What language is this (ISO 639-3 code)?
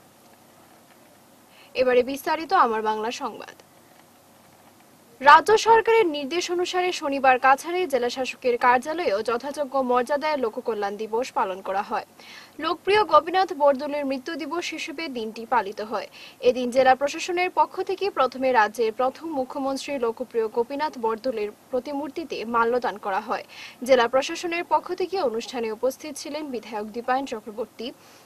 ben